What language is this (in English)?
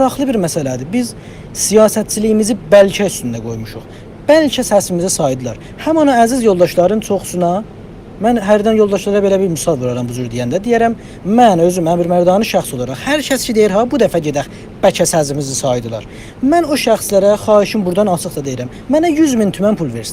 South Azerbaijani